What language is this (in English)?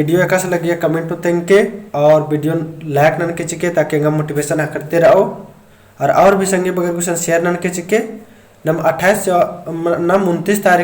Kurukh